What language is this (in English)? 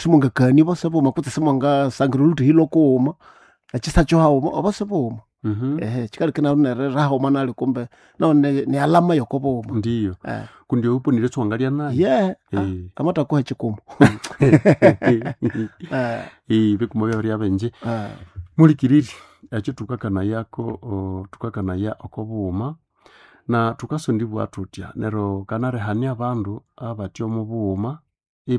Nande